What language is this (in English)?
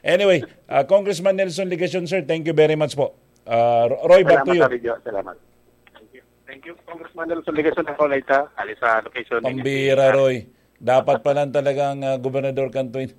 Bikol